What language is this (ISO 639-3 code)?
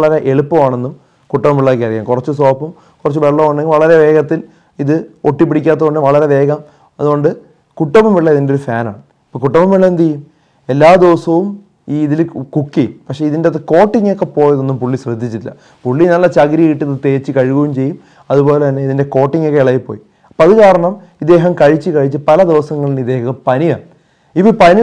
mal